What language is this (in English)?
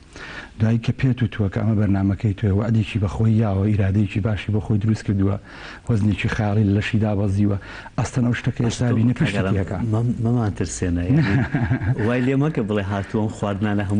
Central Kurdish